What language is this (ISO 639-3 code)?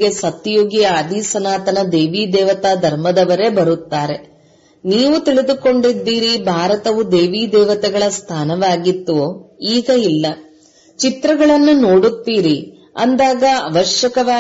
kan